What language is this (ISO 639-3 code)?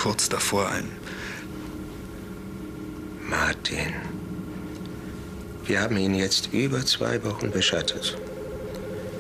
deu